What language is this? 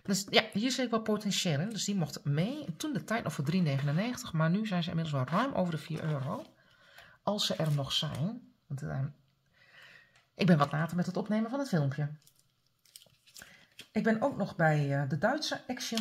Dutch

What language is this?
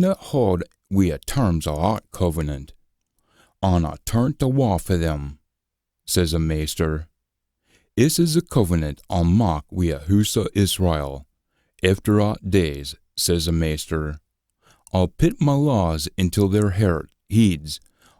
Scots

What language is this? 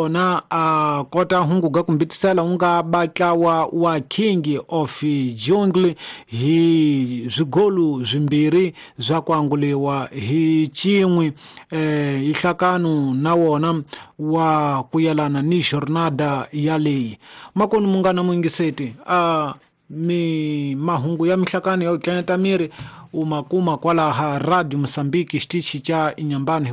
Tsonga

